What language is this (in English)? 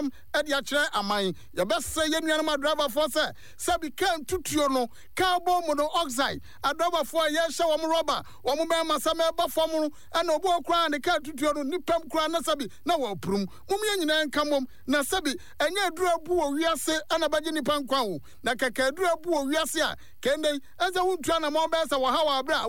Akan